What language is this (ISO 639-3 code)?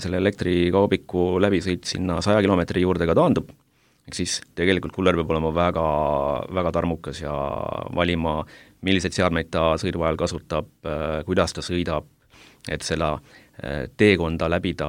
est